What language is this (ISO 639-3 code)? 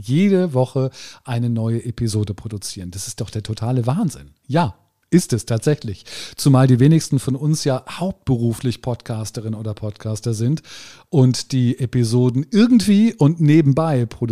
deu